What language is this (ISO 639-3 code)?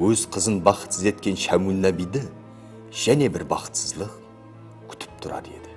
kaa